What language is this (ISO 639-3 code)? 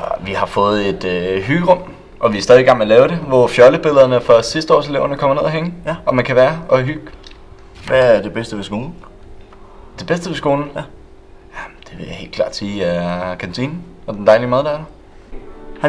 dan